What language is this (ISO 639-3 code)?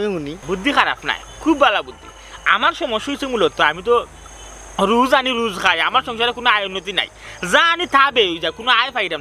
syl